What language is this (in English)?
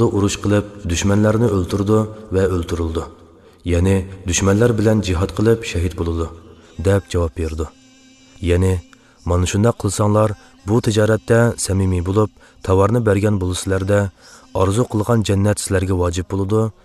Uyghur